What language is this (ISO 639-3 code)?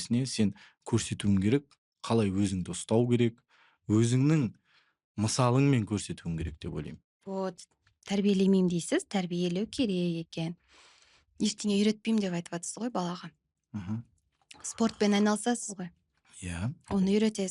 kaz